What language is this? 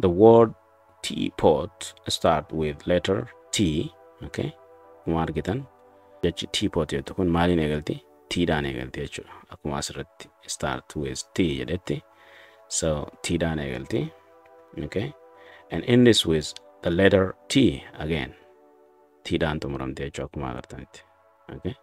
Oromo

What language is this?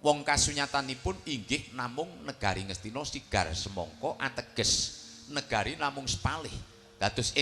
Javanese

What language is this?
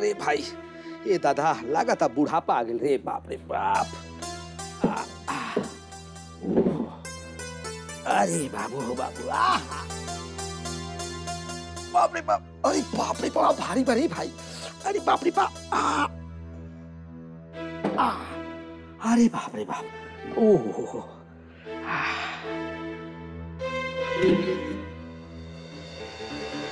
Bhojpuri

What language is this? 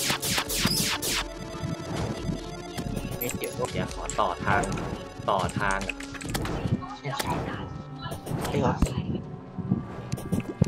Thai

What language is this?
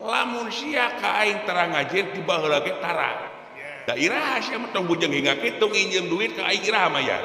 Sundanese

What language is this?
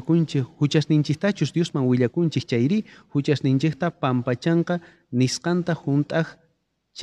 South Bolivian Quechua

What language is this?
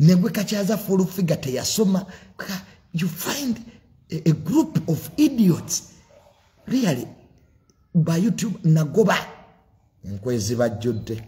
Ganda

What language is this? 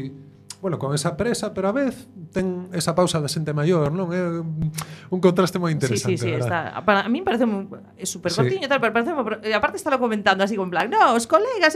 Galician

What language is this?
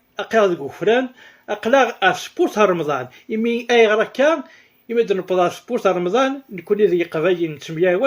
Kabyle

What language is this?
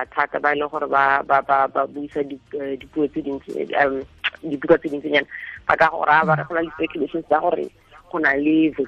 Tswana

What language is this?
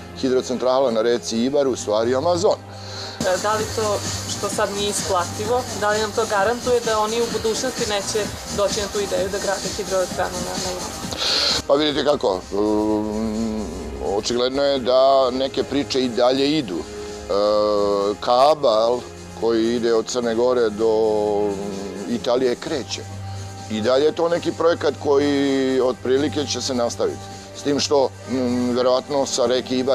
Serbian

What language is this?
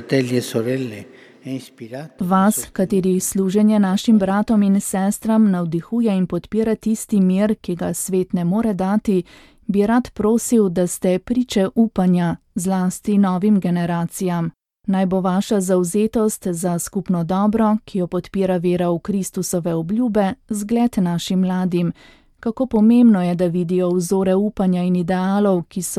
Slovenian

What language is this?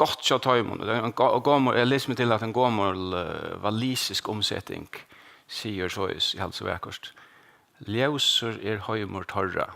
Faroese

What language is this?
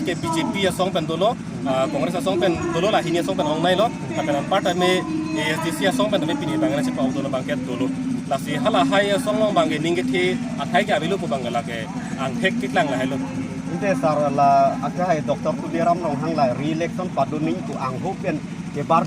Karbi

